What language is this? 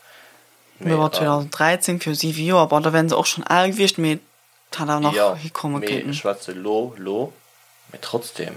Luxembourgish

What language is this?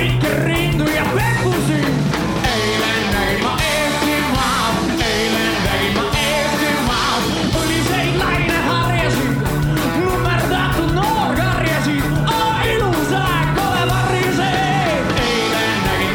Estonian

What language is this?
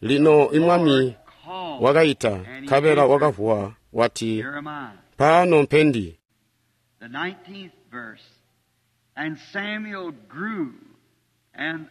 Tonga (Zambia)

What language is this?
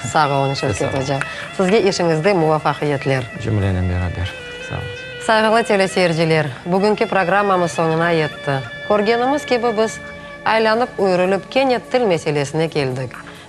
Crimean Tatar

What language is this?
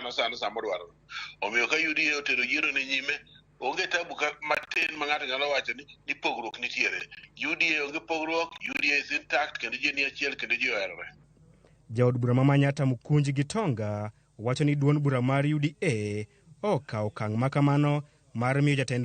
Luo (Kenya and Tanzania)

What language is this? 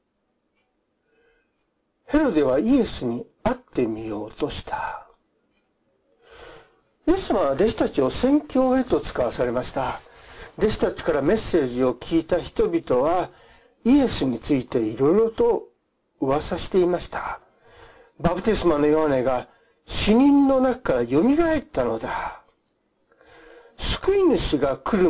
Japanese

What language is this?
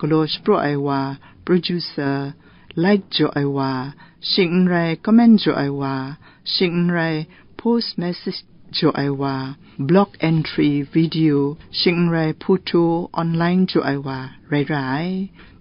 Kachin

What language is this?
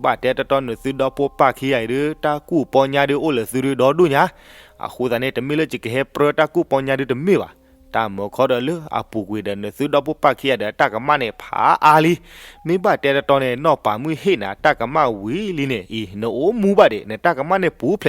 S'gaw Karen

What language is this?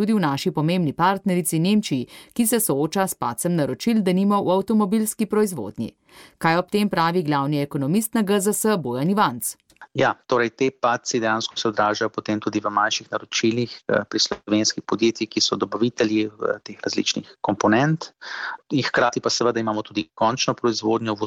Slovenian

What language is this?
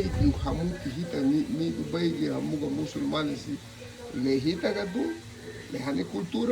Garifuna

